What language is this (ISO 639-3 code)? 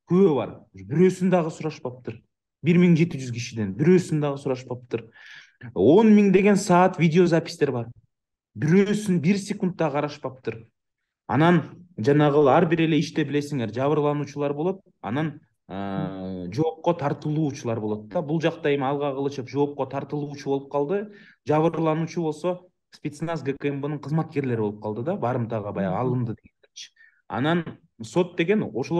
kir